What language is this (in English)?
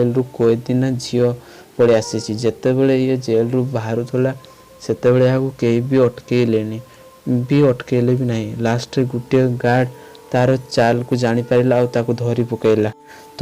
Odia